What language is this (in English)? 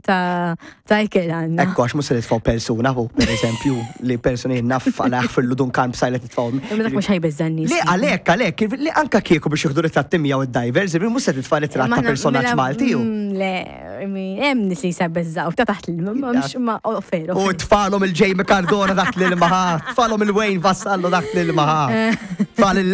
Maltese